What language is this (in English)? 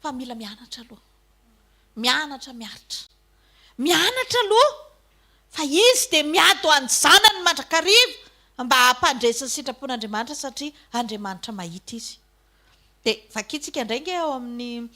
Malagasy